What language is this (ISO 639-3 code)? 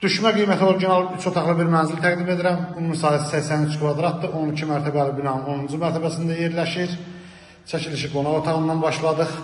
aze